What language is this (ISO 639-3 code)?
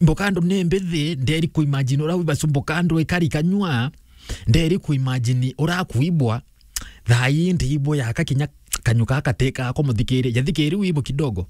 mer